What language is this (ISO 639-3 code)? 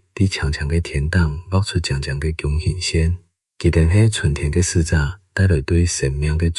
hak